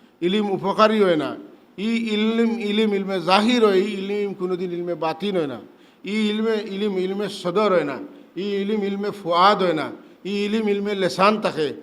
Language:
Sylheti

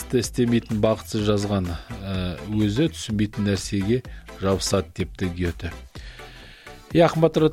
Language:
Kazakh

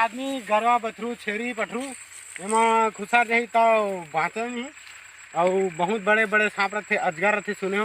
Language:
Chhattisgarhi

